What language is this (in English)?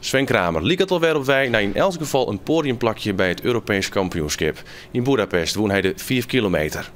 Western Frisian